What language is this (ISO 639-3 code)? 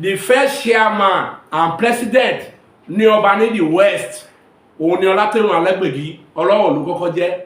yor